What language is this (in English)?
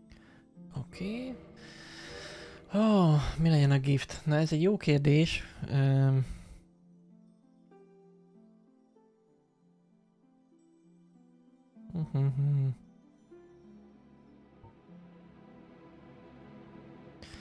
Hungarian